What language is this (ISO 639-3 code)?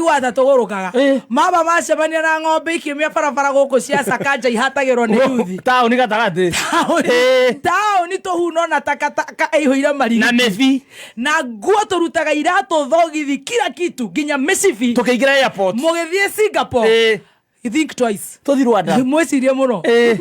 kik